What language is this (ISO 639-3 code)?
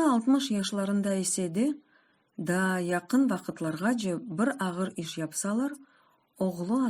crh